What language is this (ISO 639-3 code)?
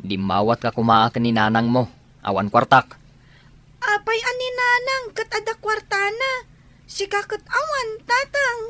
ilo